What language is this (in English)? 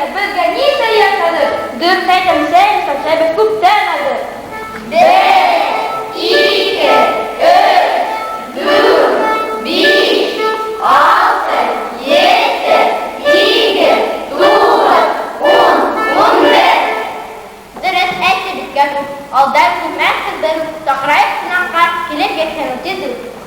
Bashkir